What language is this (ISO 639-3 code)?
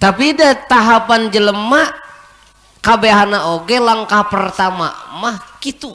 sun